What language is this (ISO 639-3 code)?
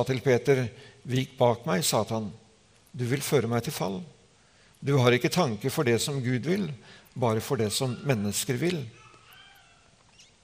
nor